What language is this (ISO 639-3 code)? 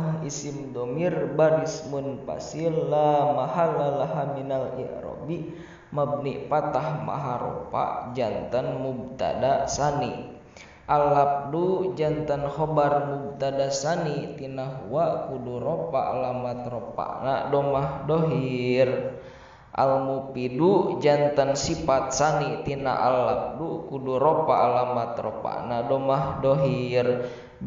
sun